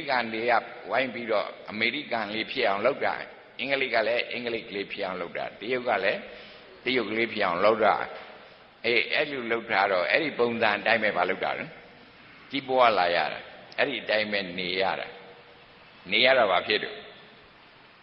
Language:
Burmese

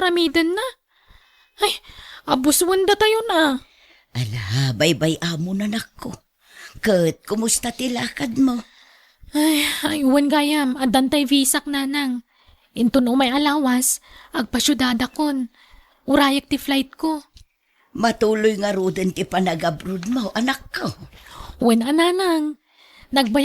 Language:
Iloko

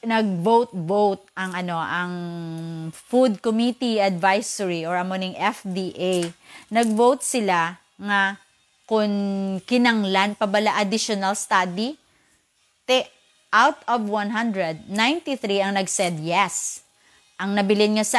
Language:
Hiligaynon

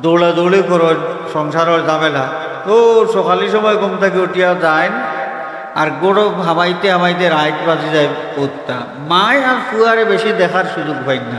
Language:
Sylheti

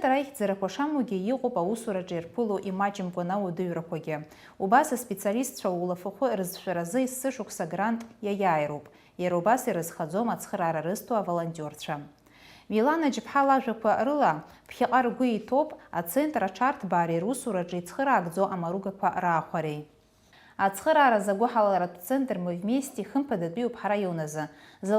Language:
Abkhazian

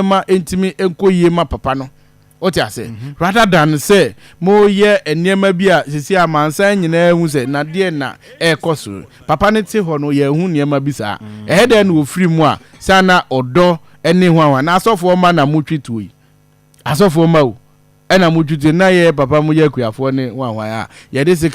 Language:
Akan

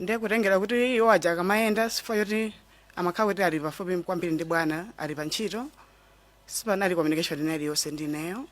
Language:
Nyanja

